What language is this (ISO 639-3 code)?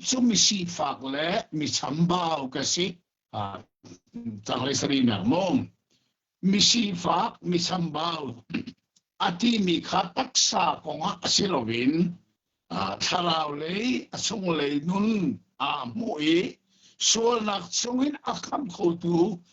cnh